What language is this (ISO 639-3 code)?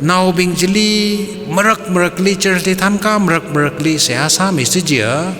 nmf